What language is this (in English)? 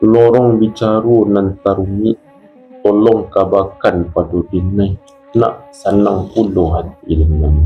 Minangkabau